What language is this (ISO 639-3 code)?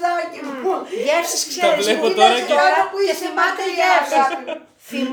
ell